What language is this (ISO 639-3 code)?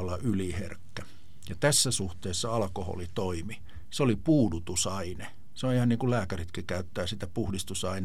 fin